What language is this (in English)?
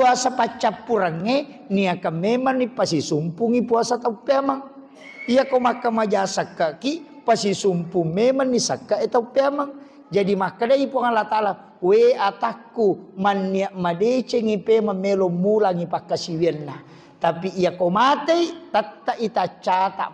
Buginese